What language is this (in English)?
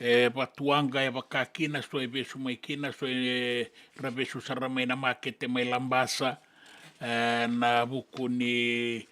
Fijian